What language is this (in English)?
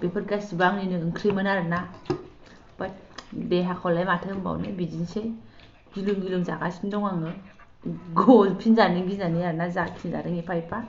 Bodo